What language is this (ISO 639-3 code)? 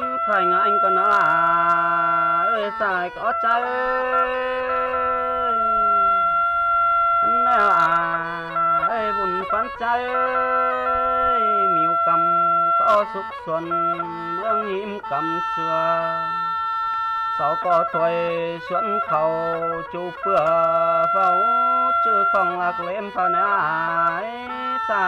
vie